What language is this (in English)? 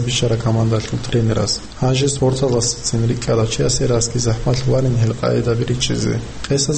Avaric